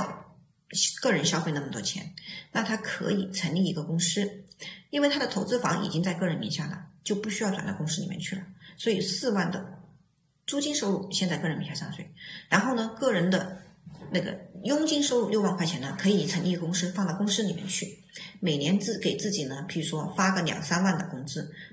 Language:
Chinese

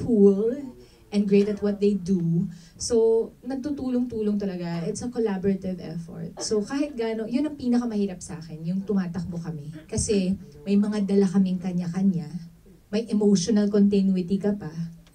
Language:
Filipino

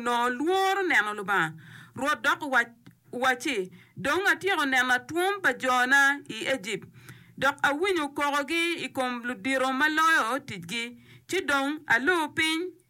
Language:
Acoli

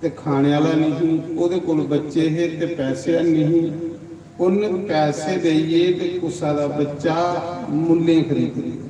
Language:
Dogri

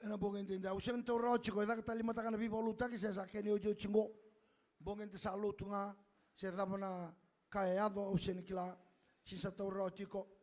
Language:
Fijian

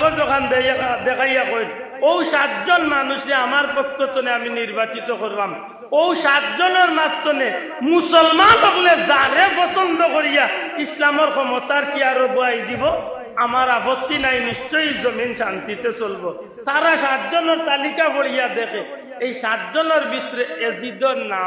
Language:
Sylheti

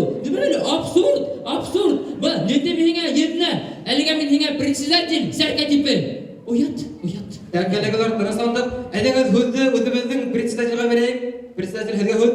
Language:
Bashkir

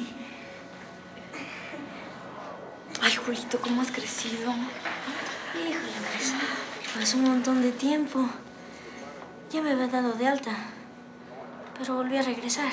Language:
Spanish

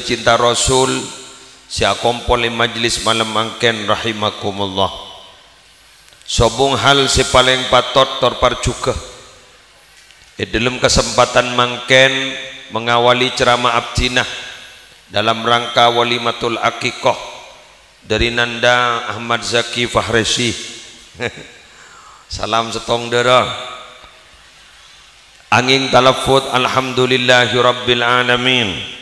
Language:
Madurese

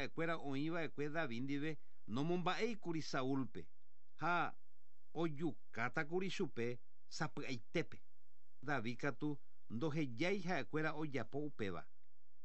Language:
Guarani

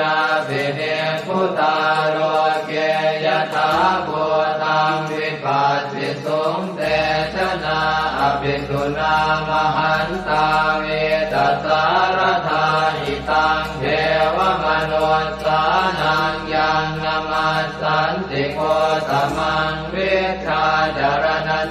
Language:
Pali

